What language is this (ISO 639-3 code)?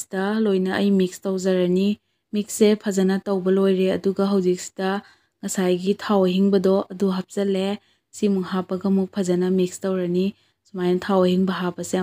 mni